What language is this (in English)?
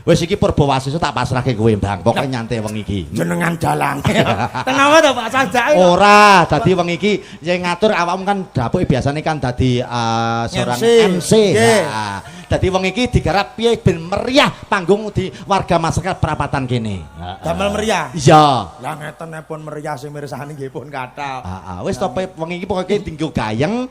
Javanese